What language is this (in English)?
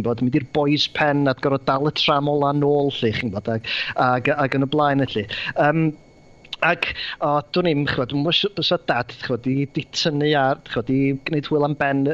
Welsh